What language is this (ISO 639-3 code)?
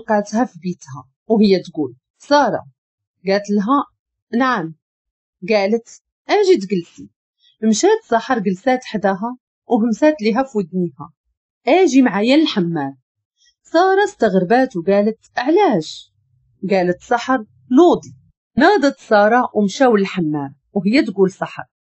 ary